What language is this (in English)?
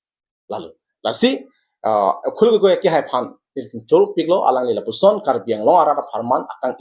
Karbi